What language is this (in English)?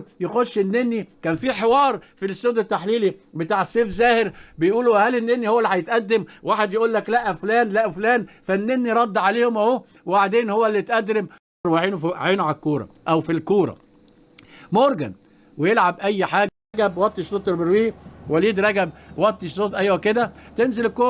Egyptian Arabic